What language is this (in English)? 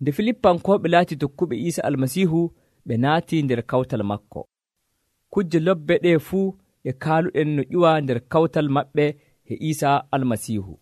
Nigerian Fulfulde